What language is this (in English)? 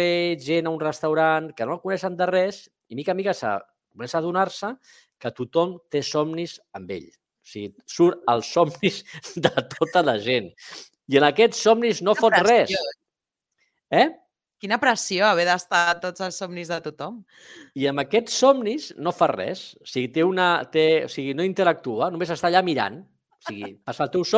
Catalan